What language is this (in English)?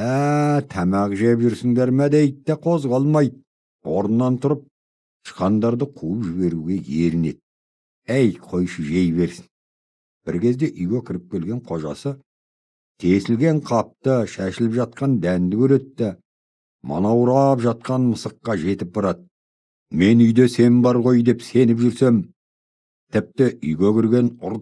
Kazakh